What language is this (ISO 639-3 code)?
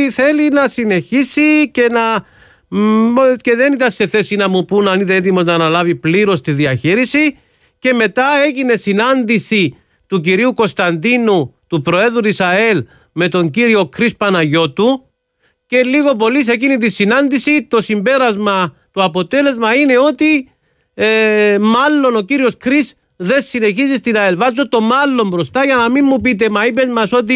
ell